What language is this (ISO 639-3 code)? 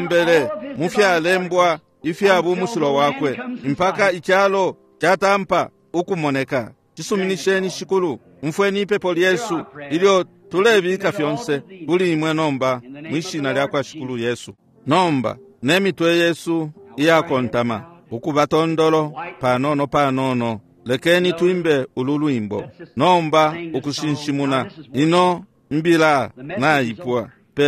bem